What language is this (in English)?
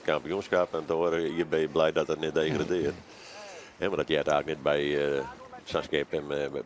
Western Frisian